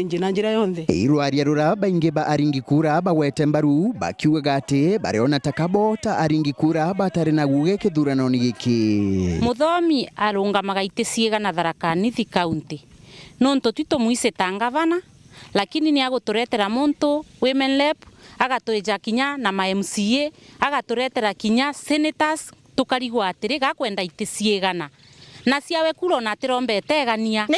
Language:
Meru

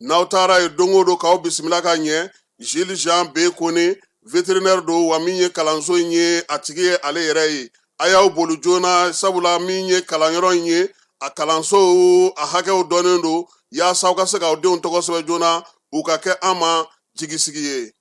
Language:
Bambara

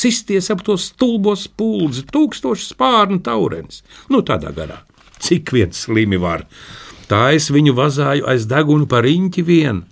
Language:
Latvian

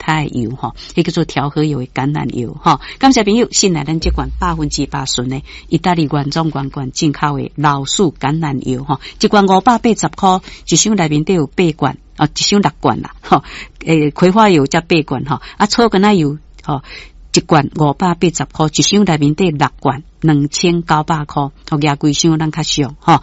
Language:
Min Nan Chinese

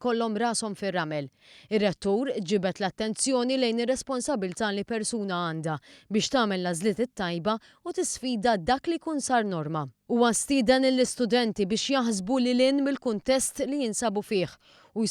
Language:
Maltese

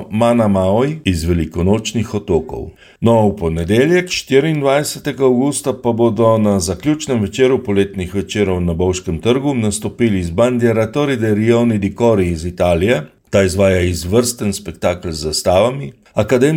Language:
Slovenian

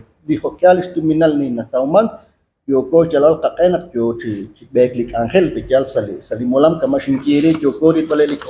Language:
Kekchí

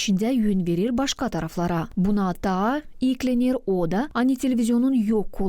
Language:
Gagauz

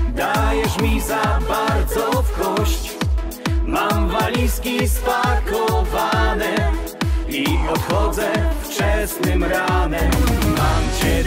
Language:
Polish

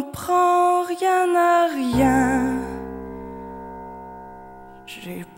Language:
French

